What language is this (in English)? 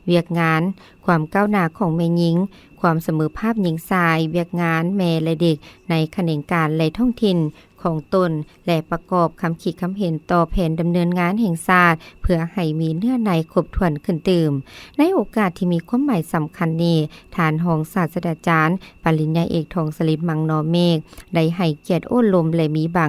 Lao